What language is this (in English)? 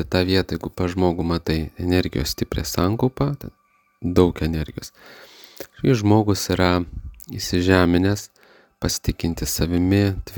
Lithuanian